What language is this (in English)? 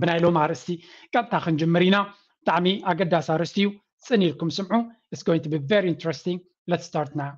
Tigrinya